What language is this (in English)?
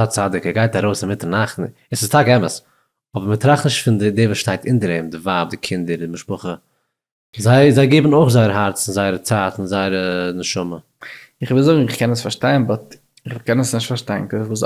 Yiddish